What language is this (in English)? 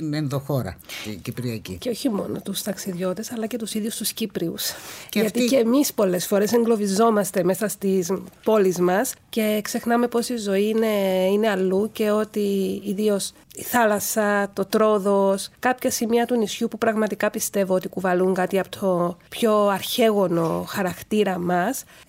Greek